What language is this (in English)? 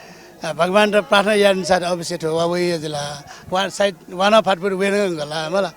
Newari